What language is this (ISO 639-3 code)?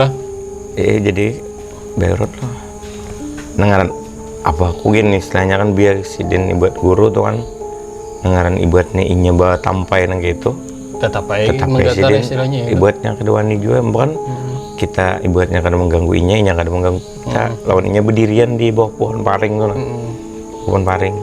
bjn